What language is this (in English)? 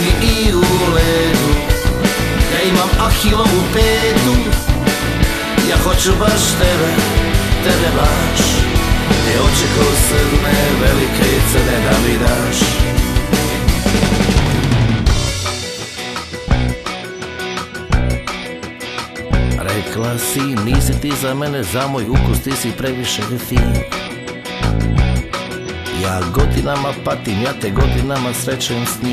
Serbian